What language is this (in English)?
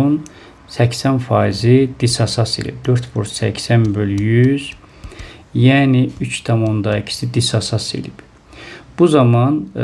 Azerbaijani